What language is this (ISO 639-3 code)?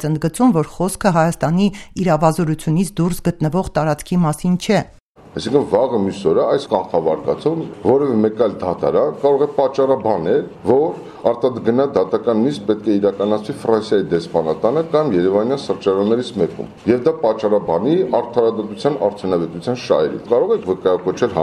hye